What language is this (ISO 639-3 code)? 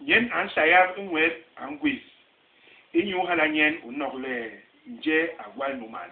bas